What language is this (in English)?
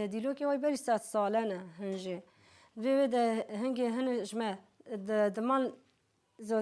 Kurdish